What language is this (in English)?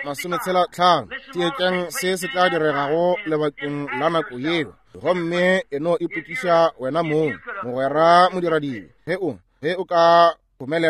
Northern Sotho